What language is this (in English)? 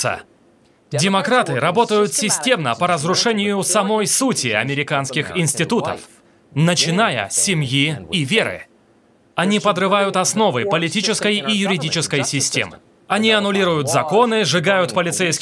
Russian